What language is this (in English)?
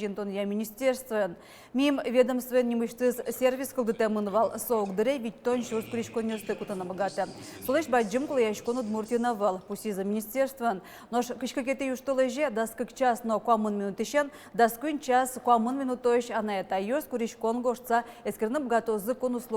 Udmurt